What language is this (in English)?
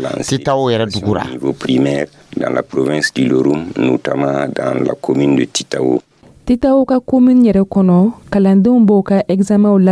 Dyula